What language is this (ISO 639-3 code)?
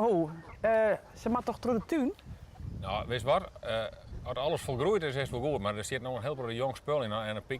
fry